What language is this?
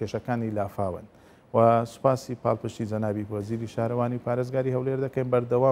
Central Kurdish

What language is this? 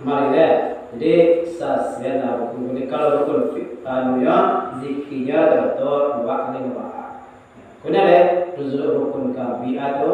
Minangkabau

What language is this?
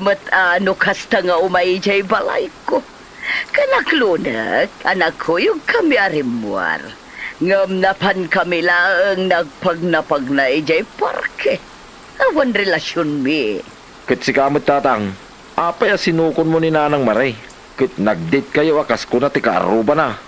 Iloko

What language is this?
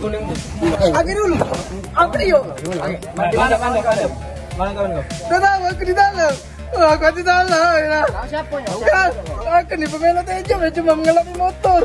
Musi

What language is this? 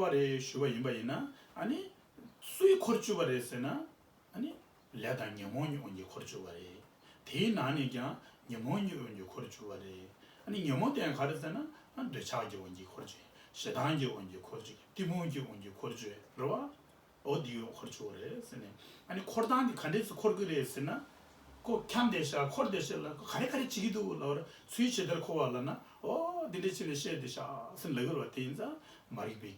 Tibetan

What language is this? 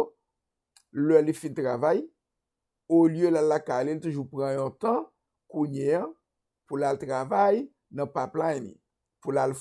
Haitian Creole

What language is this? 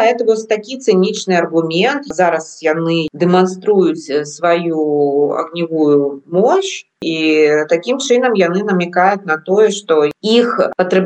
Belarusian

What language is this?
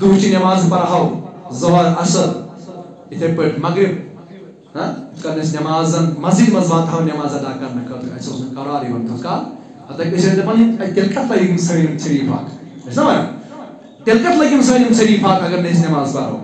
Kashmiri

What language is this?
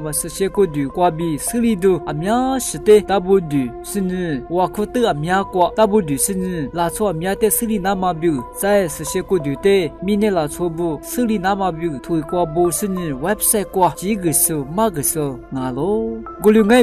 Lisu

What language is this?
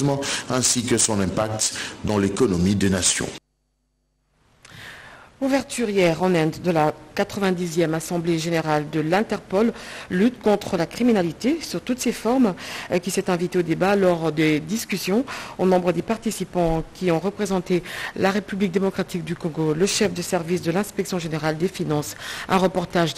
French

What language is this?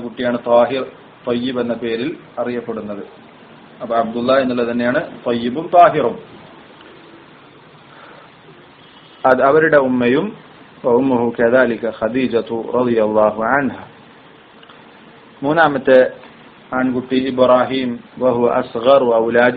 Malayalam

